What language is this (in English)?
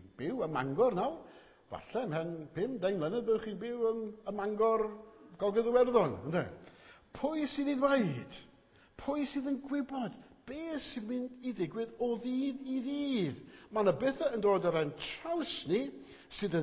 Welsh